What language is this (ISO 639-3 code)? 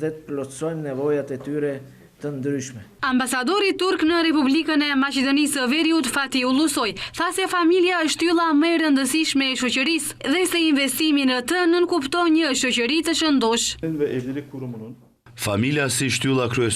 sqi